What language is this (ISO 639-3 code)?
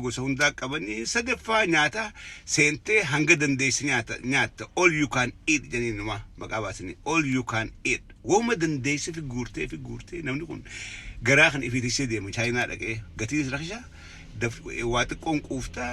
orm